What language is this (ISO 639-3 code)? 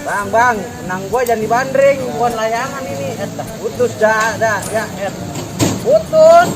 bew